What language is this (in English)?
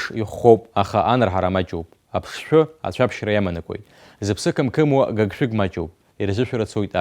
Abkhazian